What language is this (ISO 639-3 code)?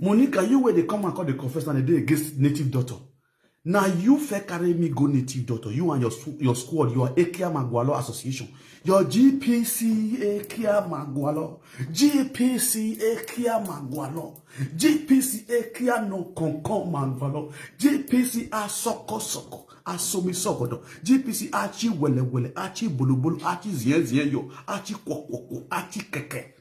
pcm